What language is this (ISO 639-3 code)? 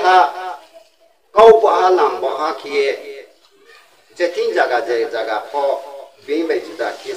ria